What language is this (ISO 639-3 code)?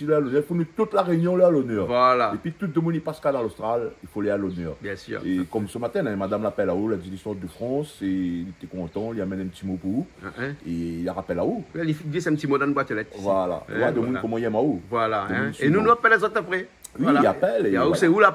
rcf